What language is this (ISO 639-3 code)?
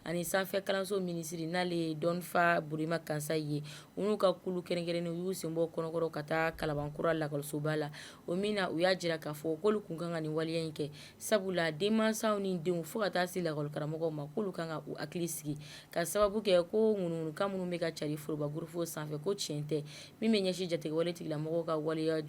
bam